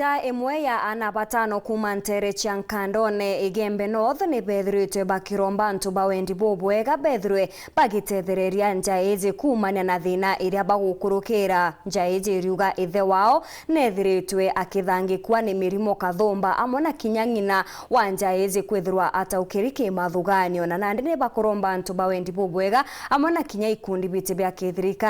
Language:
Meru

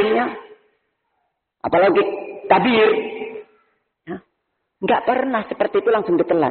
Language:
Indonesian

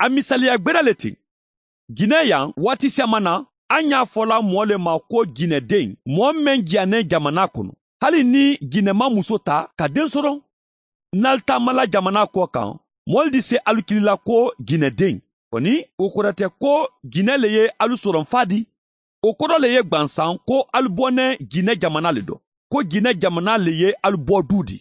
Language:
Bambara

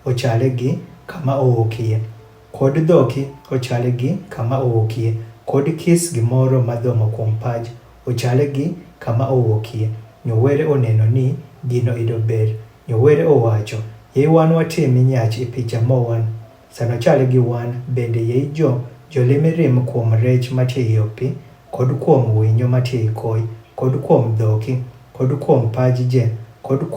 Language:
Adhola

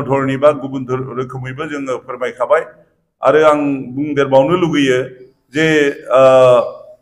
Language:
Bodo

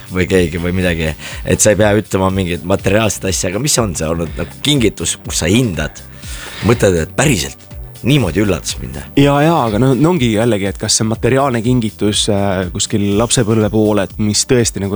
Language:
Estonian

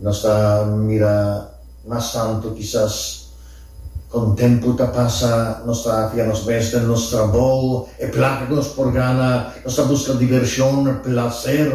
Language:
Papiamento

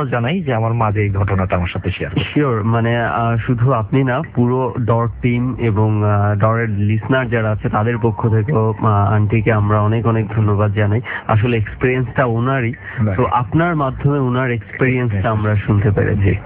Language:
Bangla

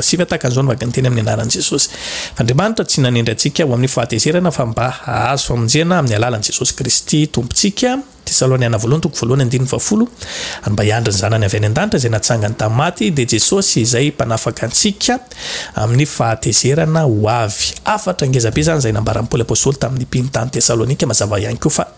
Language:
Malagasy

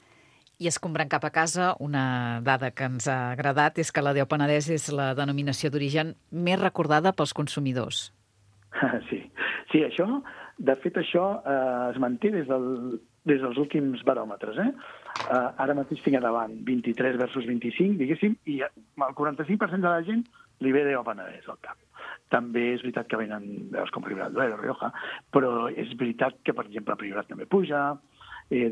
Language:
Catalan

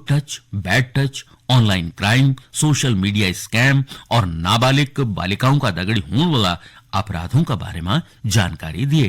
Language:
Garhwali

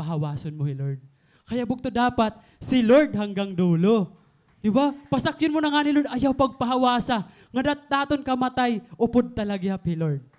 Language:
Waray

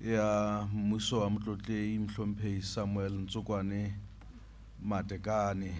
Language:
Southern Sotho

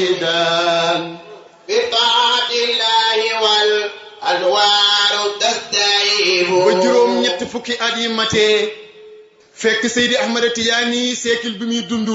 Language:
Wolof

